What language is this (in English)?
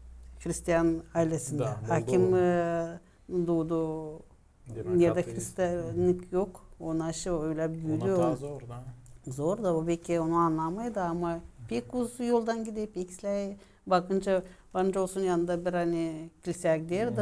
Gagauz